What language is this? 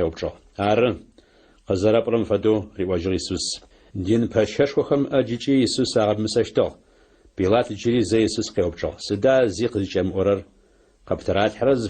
Adyghe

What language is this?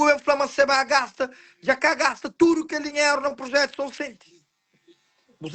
Kabuverdianu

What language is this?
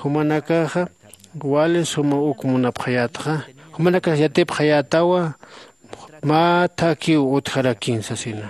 Aymara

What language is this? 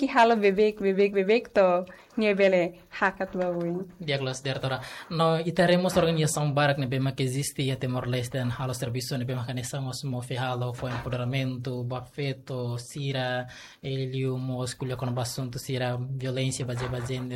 Tetum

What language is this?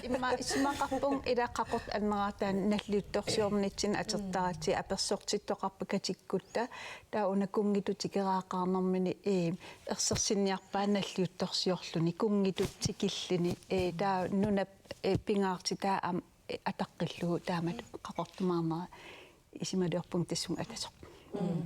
Kalaallisut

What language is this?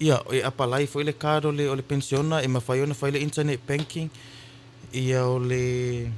Samoan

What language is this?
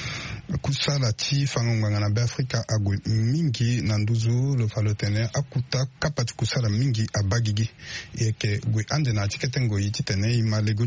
Sango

